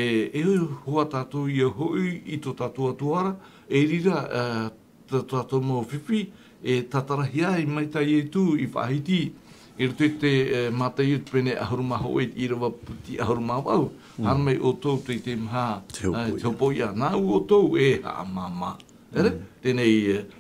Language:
Tahitian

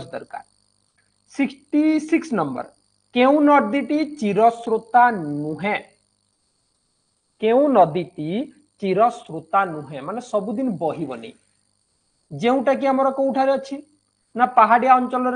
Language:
Odia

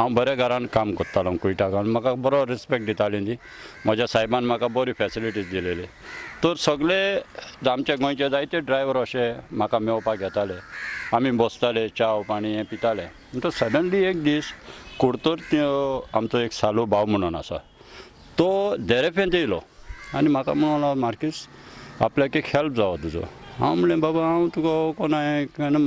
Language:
Konkani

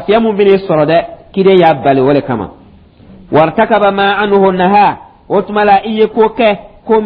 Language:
Dyula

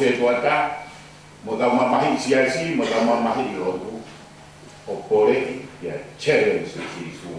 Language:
Tongan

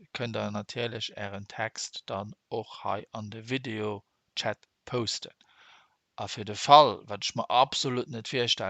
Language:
Luxembourgish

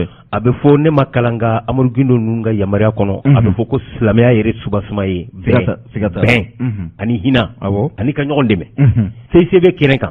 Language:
Bambara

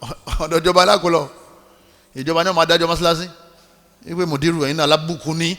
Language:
Yoruba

